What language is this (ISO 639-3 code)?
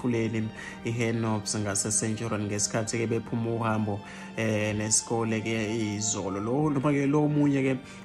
zul